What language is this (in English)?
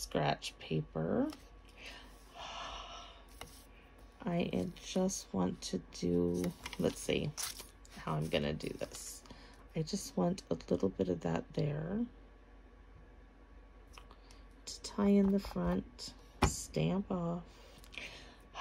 English